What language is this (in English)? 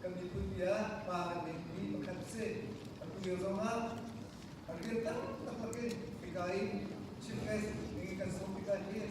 Hakha Chin